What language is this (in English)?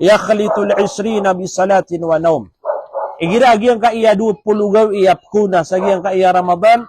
Maranao